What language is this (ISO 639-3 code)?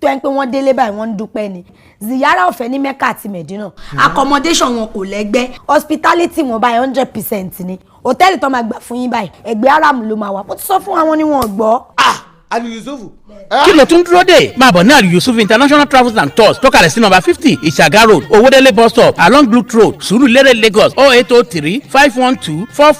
yor